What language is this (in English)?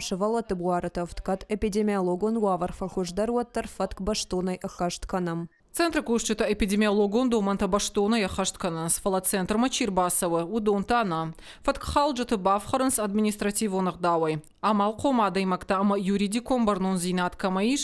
Ossetic